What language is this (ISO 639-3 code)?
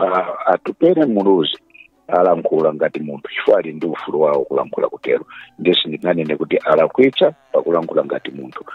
nya